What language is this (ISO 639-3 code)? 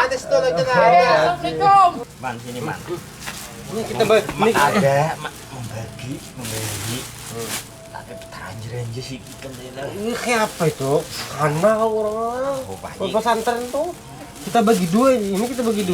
bjn